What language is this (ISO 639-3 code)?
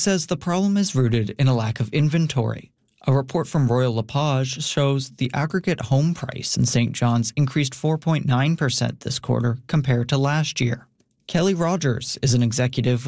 eng